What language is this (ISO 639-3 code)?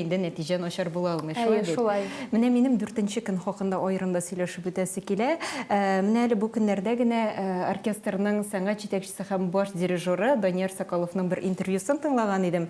tat